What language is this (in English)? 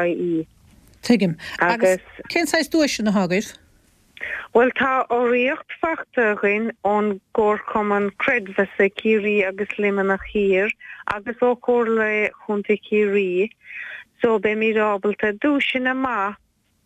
Irish